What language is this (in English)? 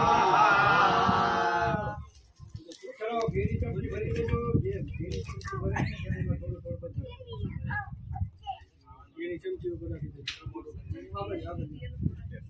Gujarati